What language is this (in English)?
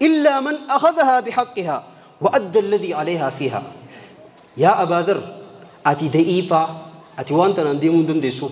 Oromo